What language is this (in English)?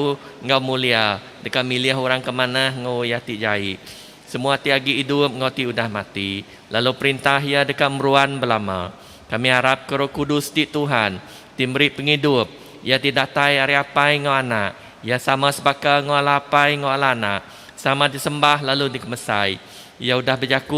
Iban